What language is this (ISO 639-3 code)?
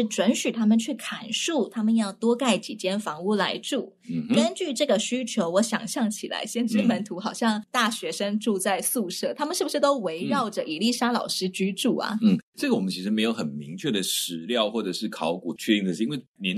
zho